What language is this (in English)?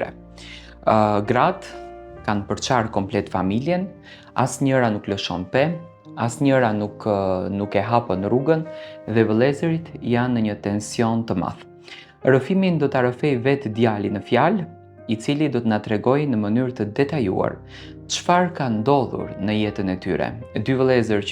Albanian